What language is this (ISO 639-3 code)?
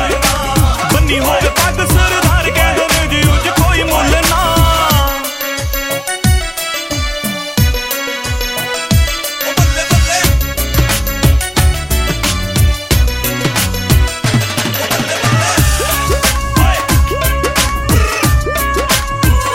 pan